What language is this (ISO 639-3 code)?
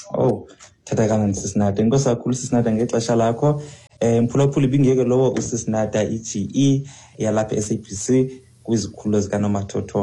xho